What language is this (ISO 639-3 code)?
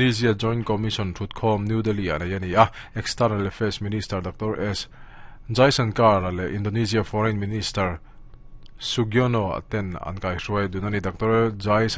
lus